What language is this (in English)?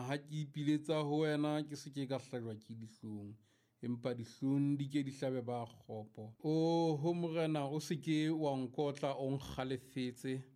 Southern Sotho